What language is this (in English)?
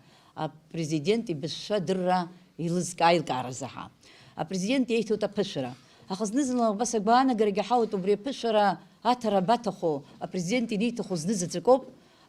Abkhazian